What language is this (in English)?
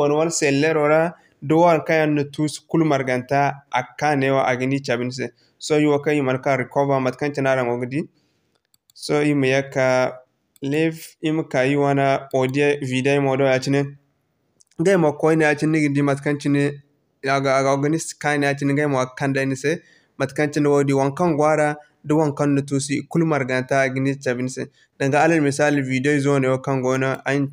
Zarma